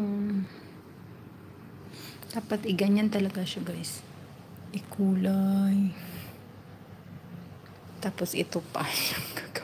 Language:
Filipino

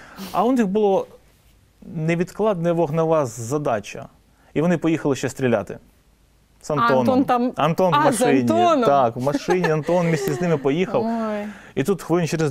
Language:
Ukrainian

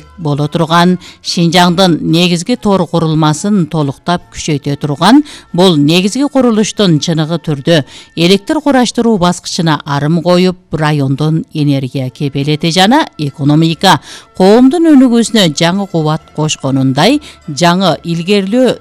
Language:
Kyrgyz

